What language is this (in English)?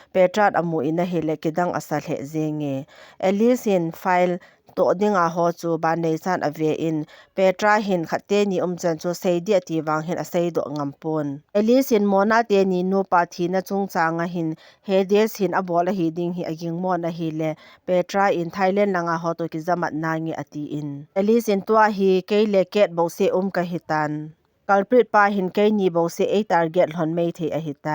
Thado Chin